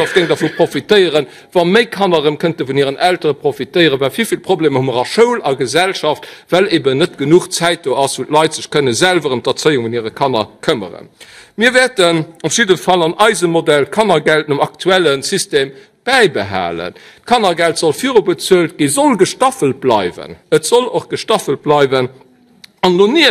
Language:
Luxembourgish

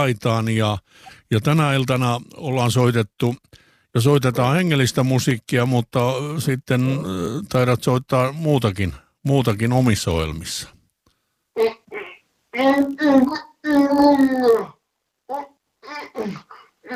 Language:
Finnish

